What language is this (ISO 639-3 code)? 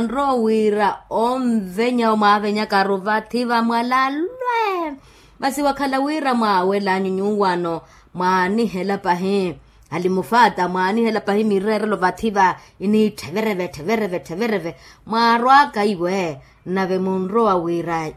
vmw